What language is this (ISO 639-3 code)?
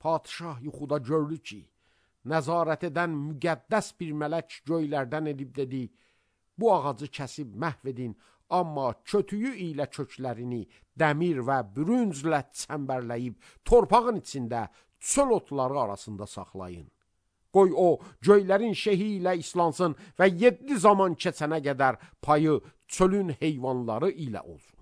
aze